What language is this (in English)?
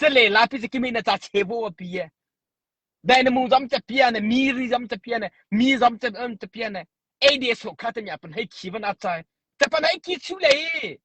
Mara Chin